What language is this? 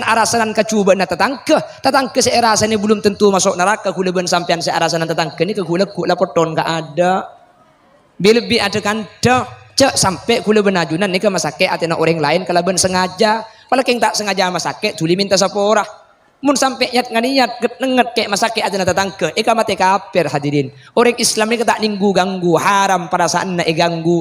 Madurese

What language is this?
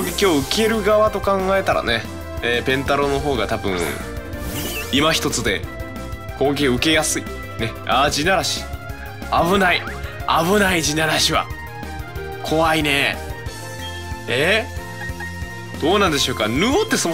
Japanese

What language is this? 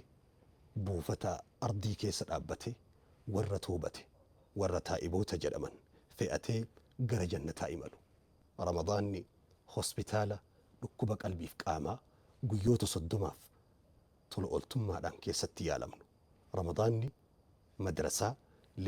Oromo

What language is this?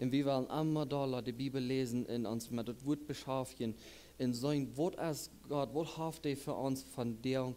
Plautdietsch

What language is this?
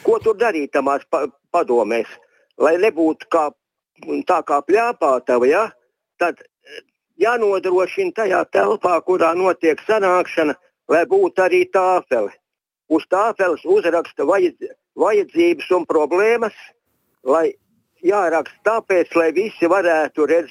Latvian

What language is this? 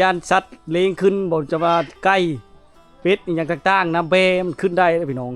Lao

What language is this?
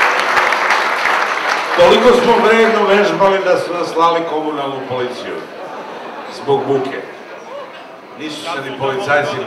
Serbian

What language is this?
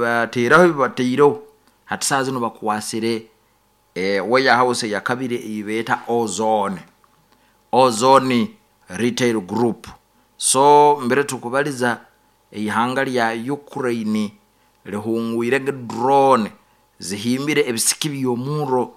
Nyoro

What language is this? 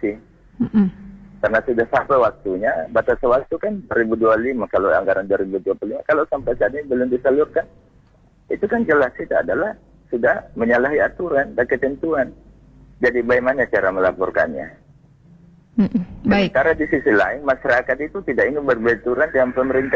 Indonesian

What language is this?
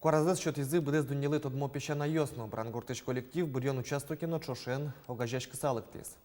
Udmurt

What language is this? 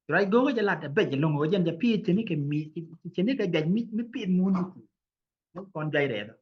Nuer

